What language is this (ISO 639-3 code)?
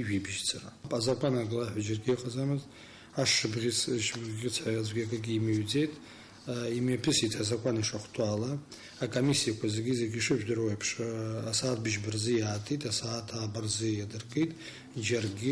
abk